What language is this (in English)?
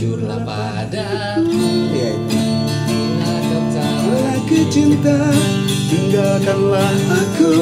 Banjar